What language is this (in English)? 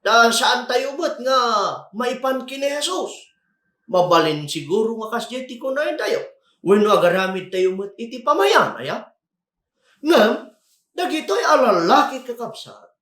Iloko